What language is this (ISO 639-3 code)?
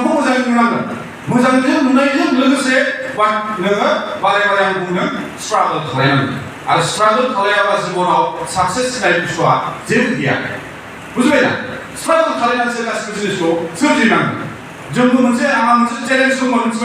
brx